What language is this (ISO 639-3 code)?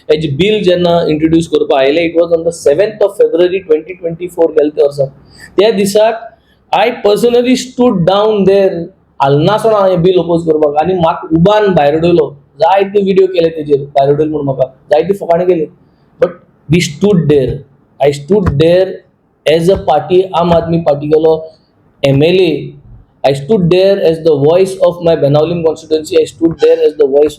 kok